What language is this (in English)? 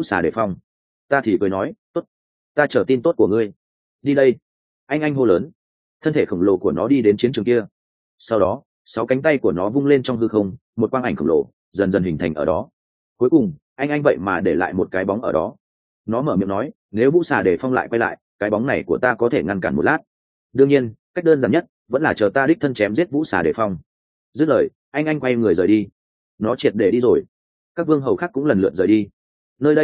Vietnamese